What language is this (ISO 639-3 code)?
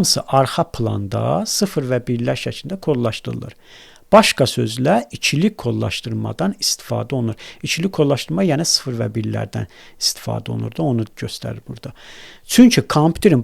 aze